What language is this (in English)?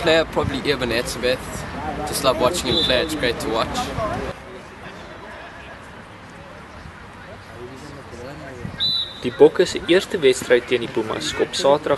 Afrikaans